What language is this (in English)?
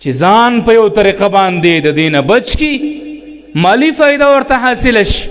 Pashto